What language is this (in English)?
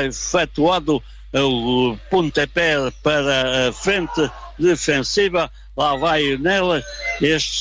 Portuguese